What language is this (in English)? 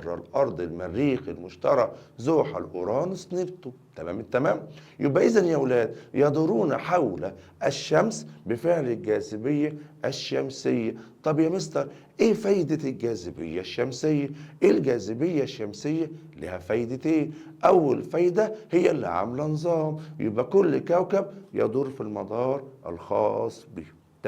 Egyptian Arabic